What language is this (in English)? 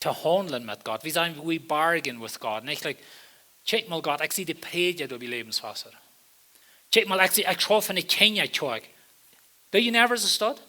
Plautdietsch